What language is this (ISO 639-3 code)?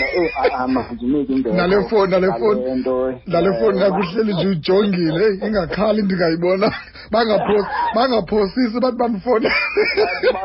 xho